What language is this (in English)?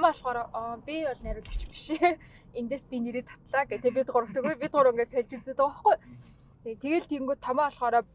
Mongolian